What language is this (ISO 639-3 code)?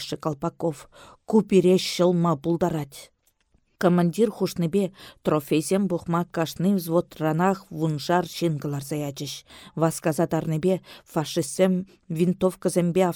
chv